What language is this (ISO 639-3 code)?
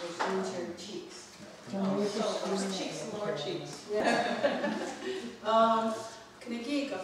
moh